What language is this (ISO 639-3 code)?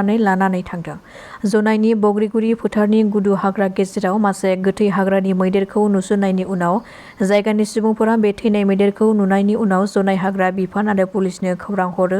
brx